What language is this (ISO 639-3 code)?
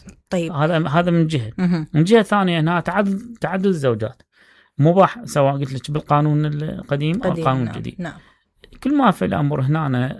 acm